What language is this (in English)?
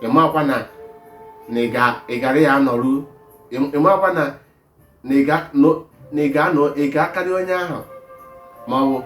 Igbo